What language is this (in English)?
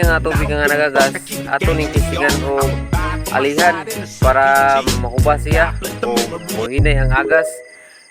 Cebuano